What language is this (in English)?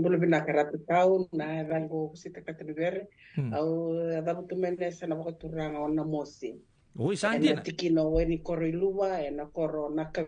Fijian